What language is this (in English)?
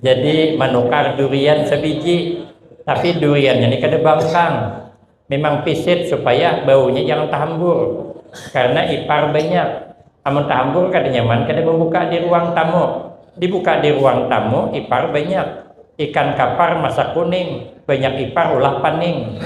Banjar